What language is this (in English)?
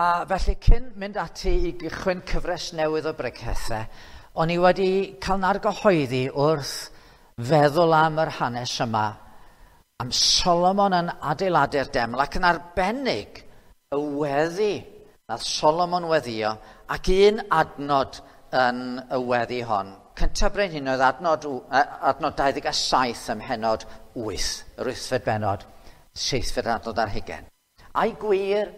Welsh